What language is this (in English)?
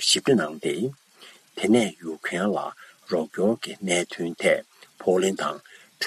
Tibetan